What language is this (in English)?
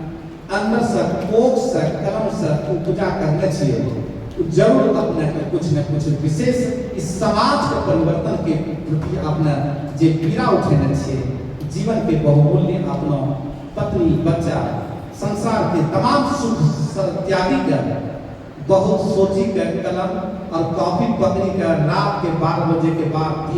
Angika